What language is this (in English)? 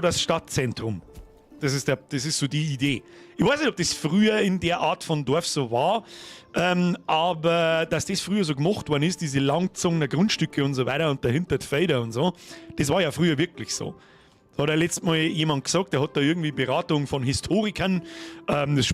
Bavarian